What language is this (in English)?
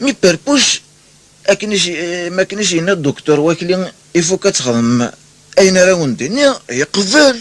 Kabyle